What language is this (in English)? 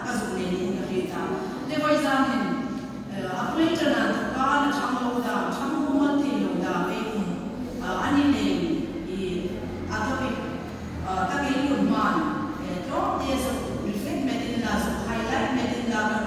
Hmar